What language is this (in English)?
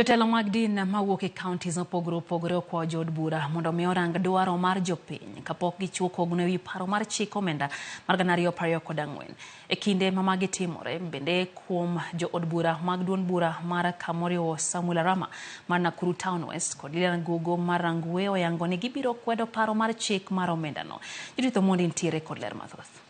Luo (Kenya and Tanzania)